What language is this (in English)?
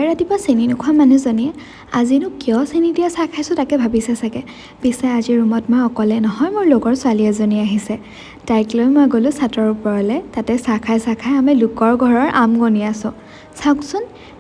Assamese